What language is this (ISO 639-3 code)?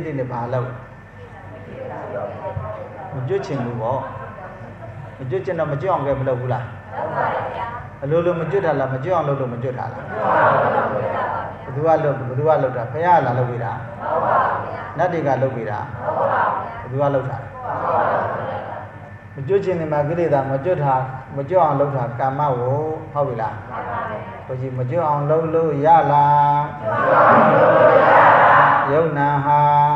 mya